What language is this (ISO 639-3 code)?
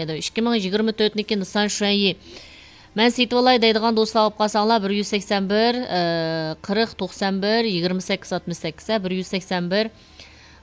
uig